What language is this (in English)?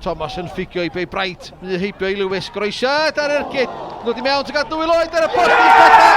Welsh